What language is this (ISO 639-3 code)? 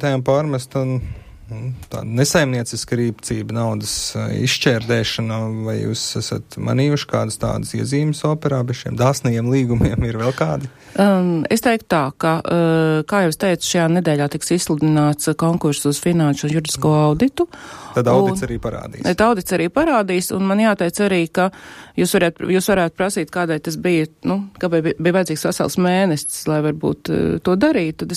lav